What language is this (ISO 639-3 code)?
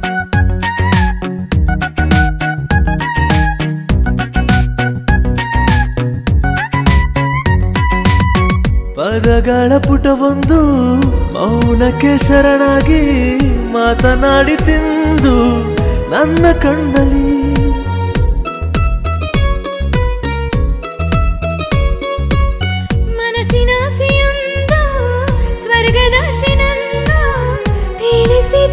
kan